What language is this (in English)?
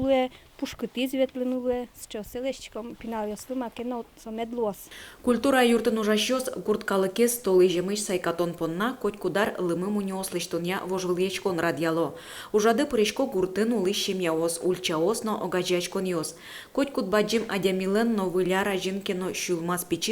Udmurt